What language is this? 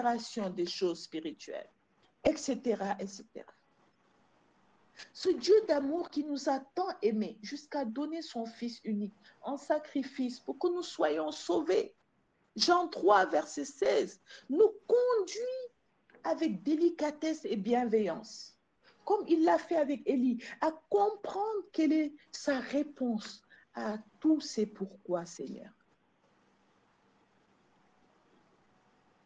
French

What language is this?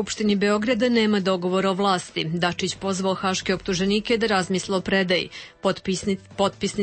Serbian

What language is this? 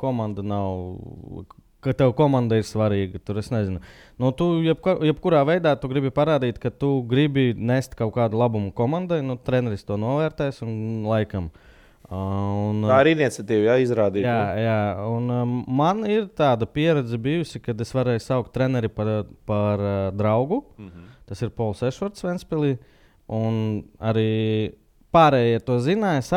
Latvian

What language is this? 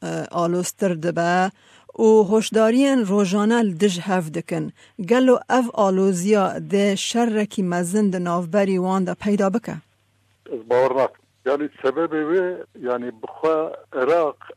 Kurdish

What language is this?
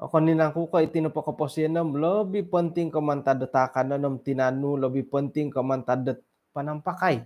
Central Dusun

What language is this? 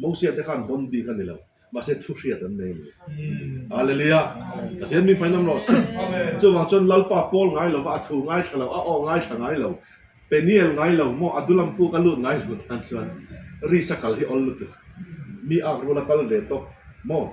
Mizo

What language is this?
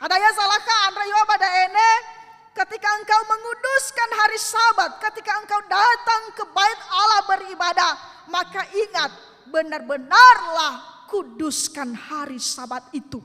Nias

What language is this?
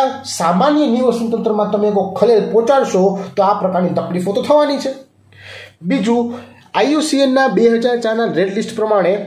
Gujarati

